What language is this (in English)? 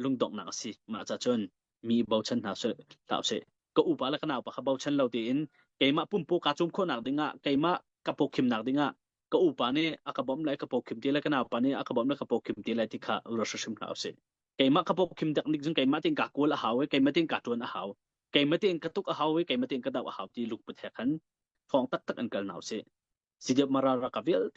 Hakha Chin